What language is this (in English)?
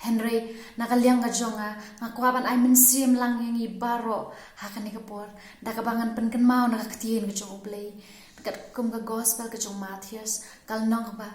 Khasi